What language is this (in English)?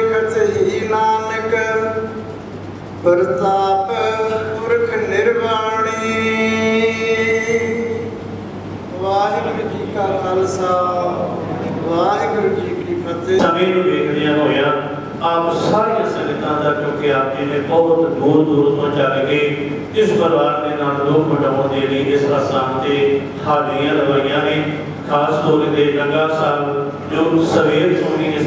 Punjabi